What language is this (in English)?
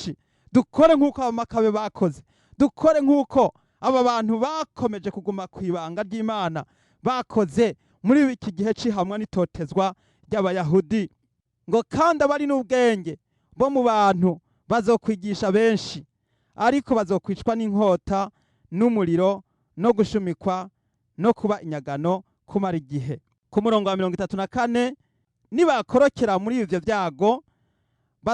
Rundi